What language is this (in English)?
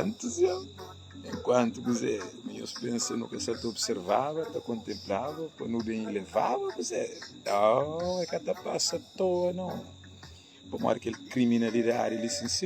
Kabuverdianu